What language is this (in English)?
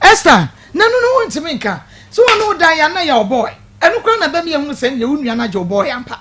Akan